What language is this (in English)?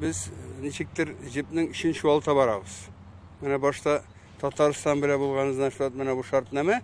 Tatar